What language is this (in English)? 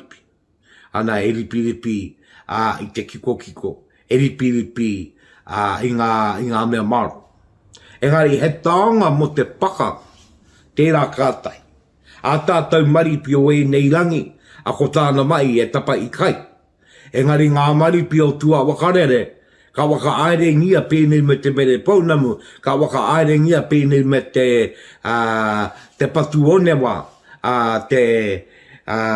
Māori